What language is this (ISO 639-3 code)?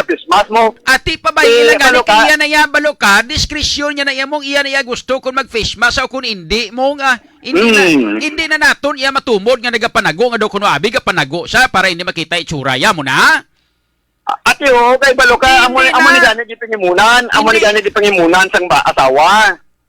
hil